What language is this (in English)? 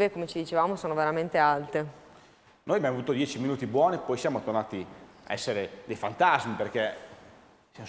Italian